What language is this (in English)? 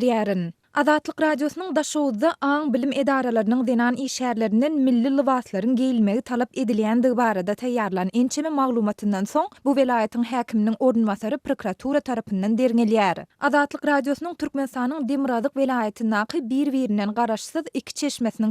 Turkmen